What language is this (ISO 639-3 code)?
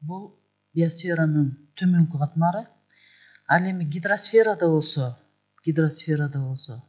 kir